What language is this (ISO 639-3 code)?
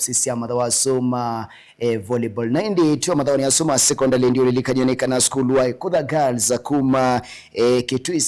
kam